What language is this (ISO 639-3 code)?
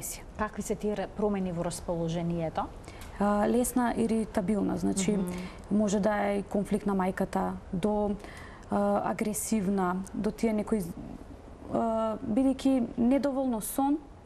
mkd